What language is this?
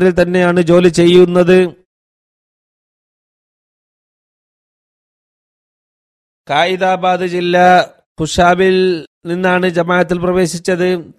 Malayalam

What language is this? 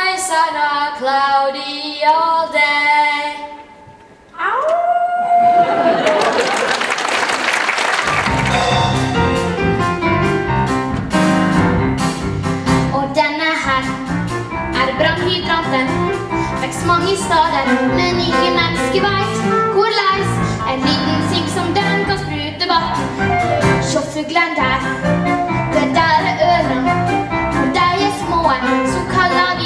Norwegian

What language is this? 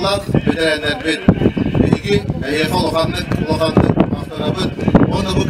Yakut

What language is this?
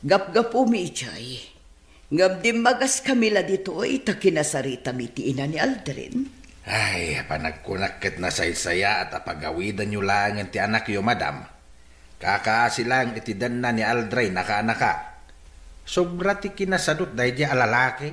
Iloko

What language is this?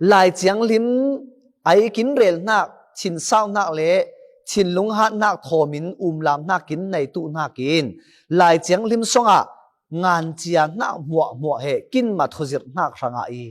Falam Chin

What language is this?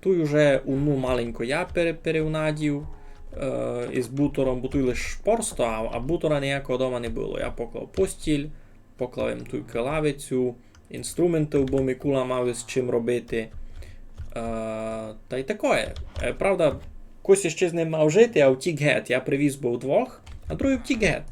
Rusyn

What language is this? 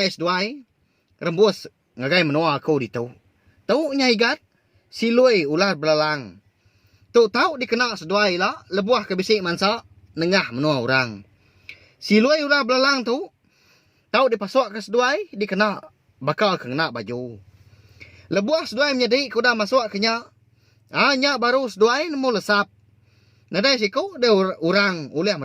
Iban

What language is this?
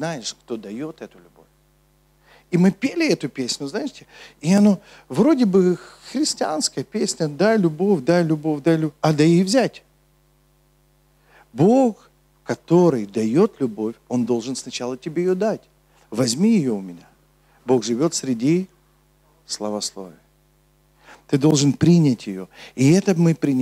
Russian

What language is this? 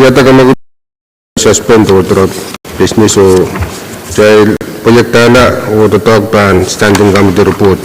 Pohnpeian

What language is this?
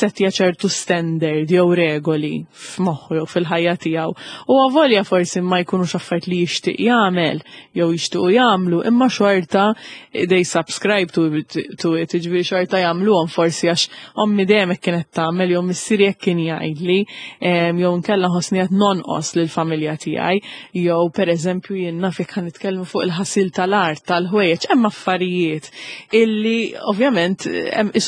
Maltese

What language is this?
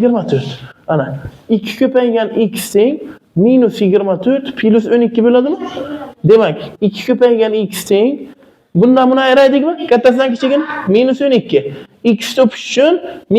Uzbek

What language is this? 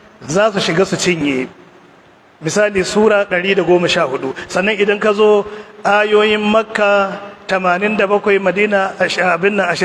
Hausa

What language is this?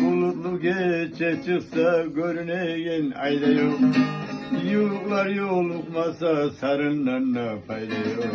Kumyk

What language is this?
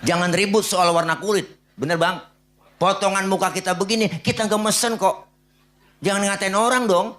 Betawi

